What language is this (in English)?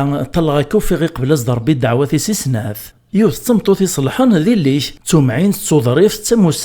Kabyle